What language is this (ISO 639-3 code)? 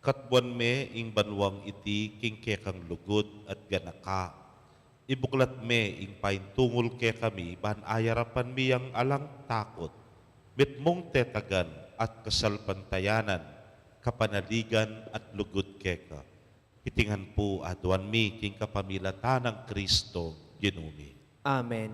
pam